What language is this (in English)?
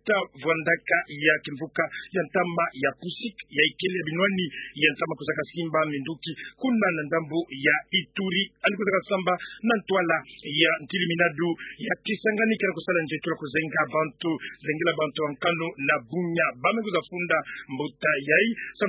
Kituba (Democratic Republic of Congo)